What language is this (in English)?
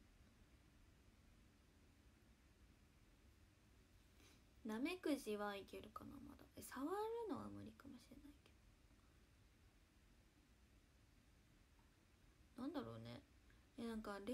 Japanese